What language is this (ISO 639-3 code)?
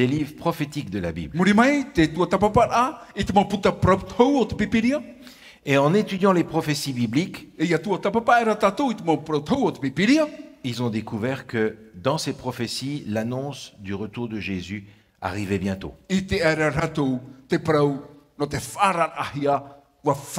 tah